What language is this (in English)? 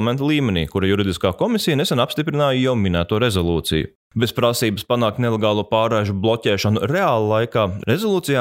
Latvian